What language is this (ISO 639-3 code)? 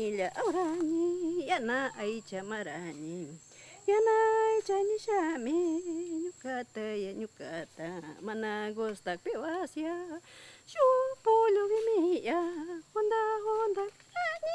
qvz